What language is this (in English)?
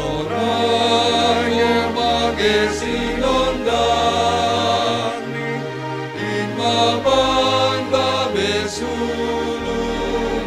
Batak Simalungun